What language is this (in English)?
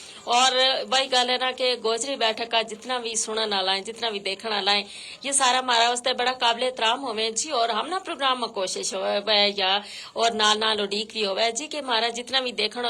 Gujari